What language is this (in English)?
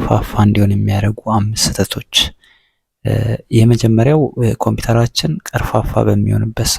Amharic